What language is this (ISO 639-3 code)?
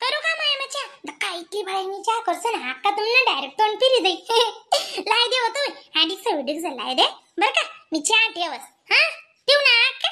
khn